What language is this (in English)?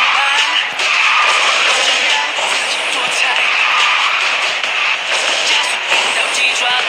Chinese